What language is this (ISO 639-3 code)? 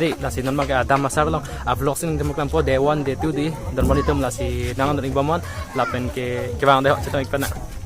mjw